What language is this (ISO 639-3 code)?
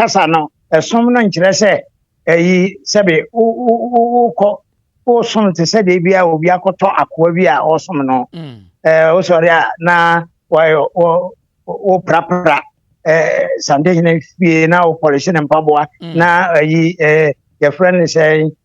aka